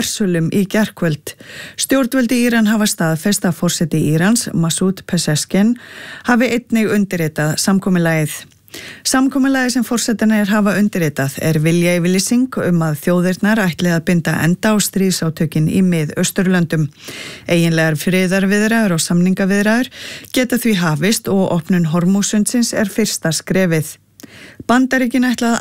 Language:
Icelandic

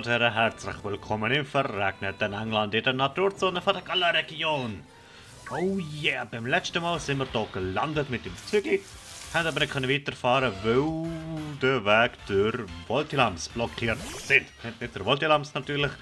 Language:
Swiss German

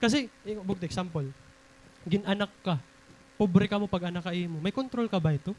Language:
Waray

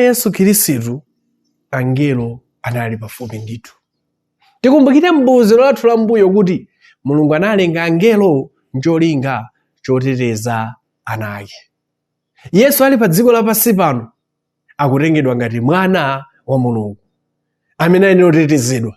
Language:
Nyanja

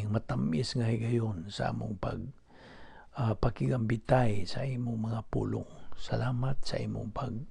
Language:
Cebuano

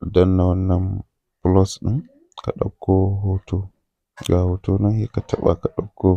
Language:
Hausa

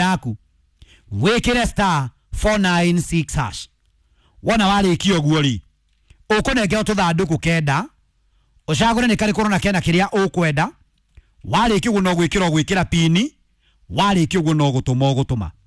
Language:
Kikuyu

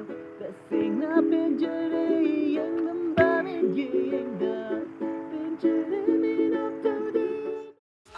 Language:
Manipuri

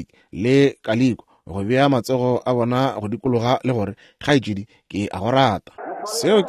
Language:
Northern Sotho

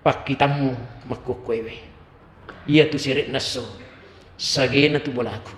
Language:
Buginese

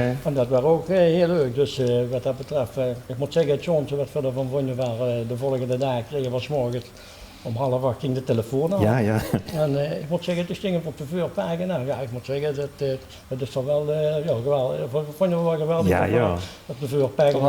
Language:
Limburgish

